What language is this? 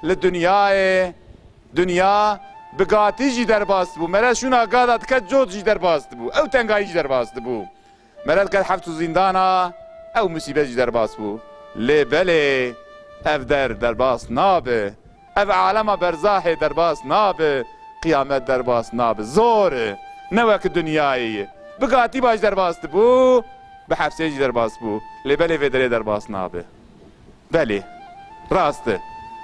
Kurdish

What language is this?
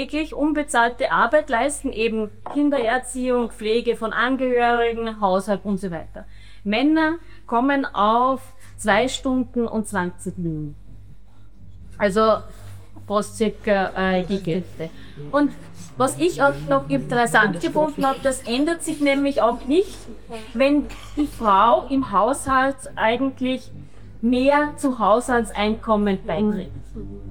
German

